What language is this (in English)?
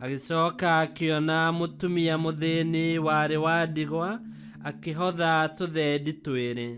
Kikuyu